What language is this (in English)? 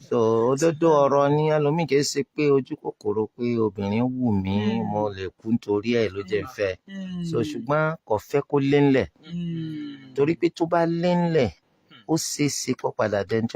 Yoruba